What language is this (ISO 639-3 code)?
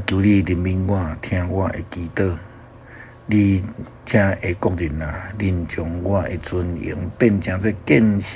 nan